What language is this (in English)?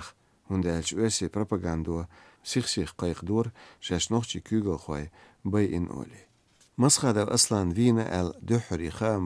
Chechen